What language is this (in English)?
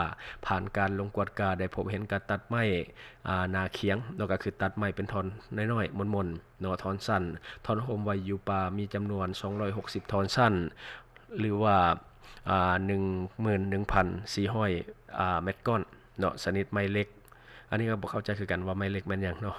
Lao